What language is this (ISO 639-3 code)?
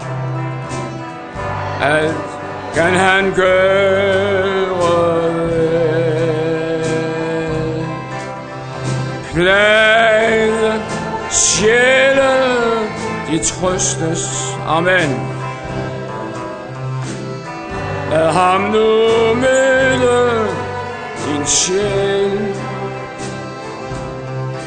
dan